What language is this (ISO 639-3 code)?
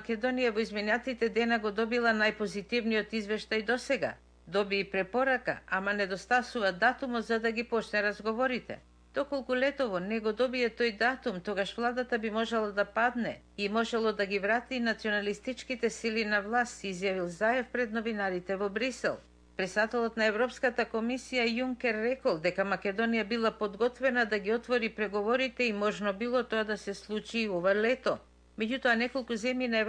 mkd